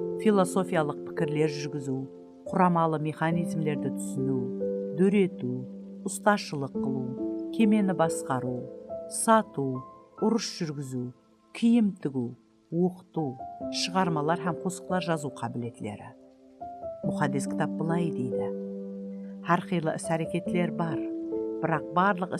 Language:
Kara-Kalpak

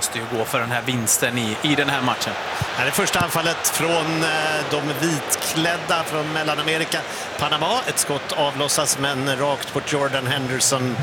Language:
Swedish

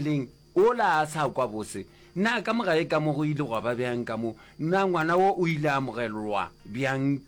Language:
Northern Sotho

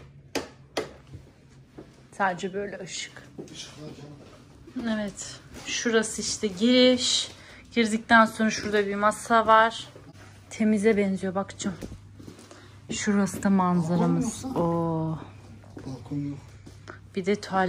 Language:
Turkish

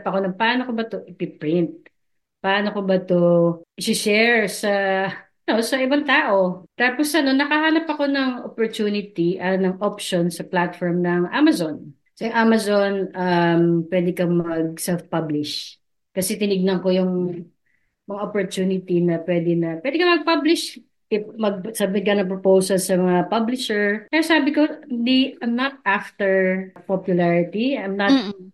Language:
Filipino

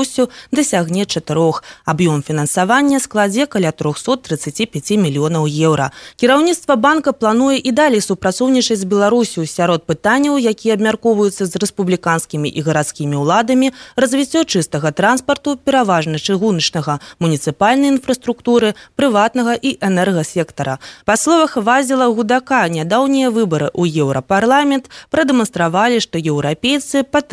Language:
Belarusian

